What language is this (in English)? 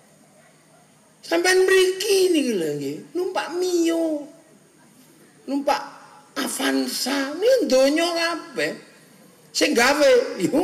Javanese